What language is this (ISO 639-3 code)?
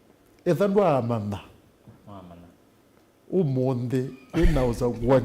kam